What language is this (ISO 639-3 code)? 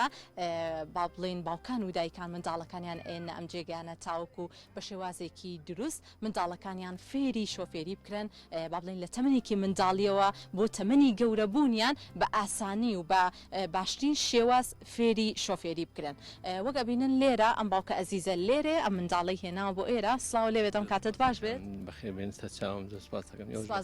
ckb